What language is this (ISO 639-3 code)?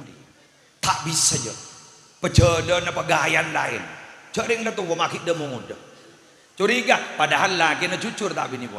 mad